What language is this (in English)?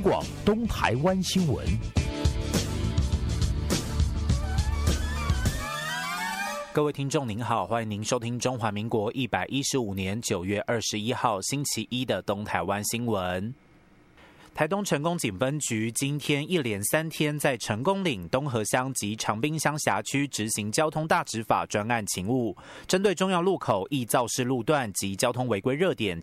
Chinese